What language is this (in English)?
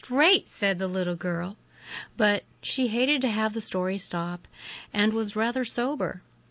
English